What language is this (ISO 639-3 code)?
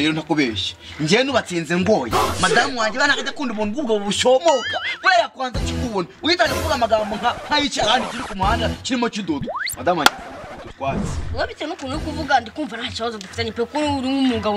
kin